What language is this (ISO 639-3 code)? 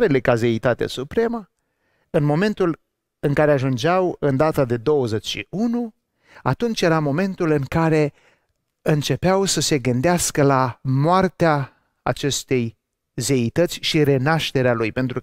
ron